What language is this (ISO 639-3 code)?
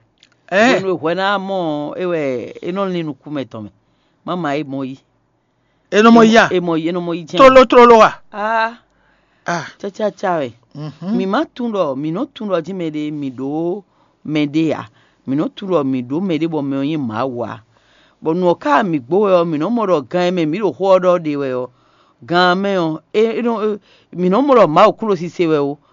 fon